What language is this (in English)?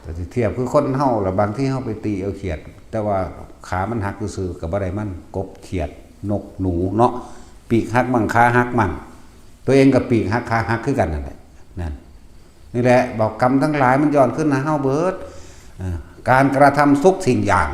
Northeastern Thai